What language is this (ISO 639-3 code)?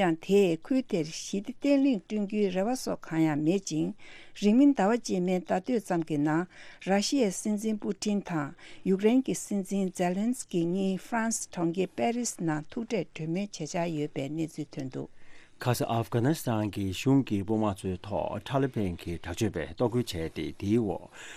bod